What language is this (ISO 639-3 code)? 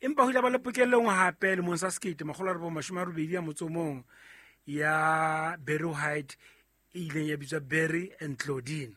sot